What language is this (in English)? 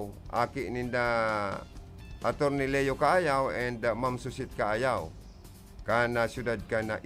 Bikol